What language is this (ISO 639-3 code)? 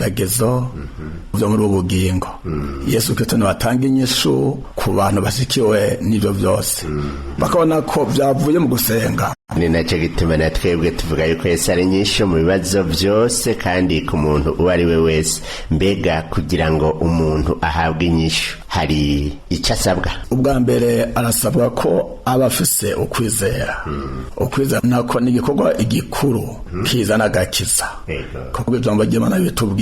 run